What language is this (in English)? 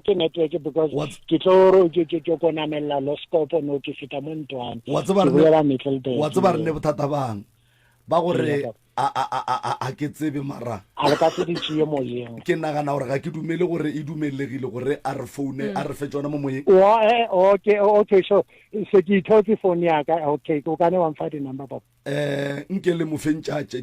Northern Sotho